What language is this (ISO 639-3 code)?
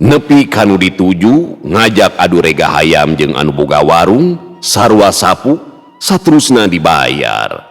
sun